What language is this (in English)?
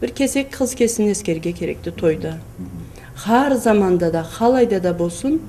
Karachay-Balkar